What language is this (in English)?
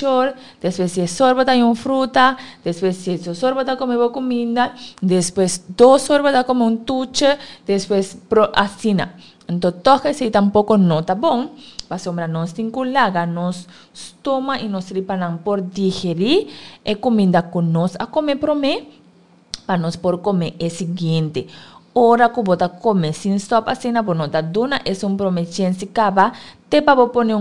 Papiamento